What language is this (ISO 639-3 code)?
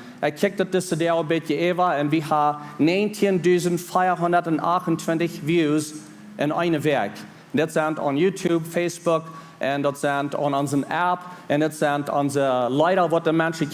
pdt